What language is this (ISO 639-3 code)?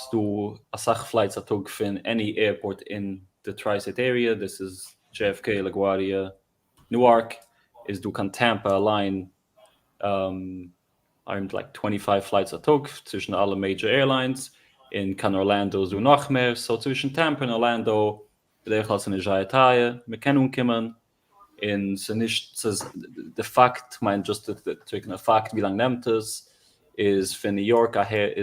yid